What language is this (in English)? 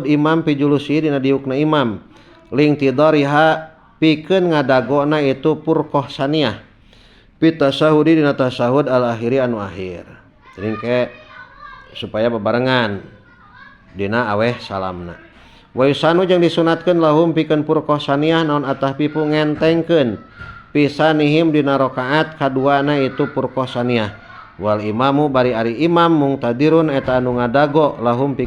Sundanese